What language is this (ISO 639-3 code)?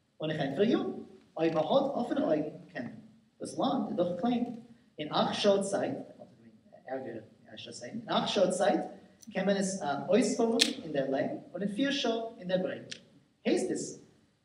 yid